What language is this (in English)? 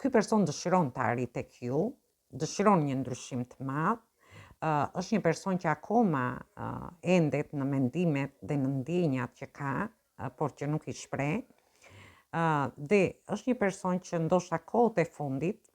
Albanian